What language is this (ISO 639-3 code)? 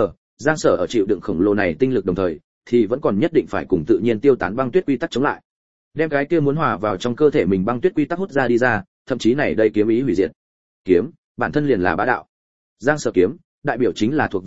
vie